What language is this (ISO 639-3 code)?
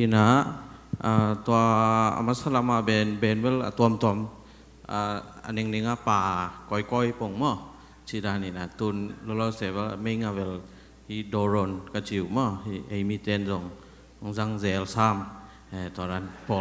ctd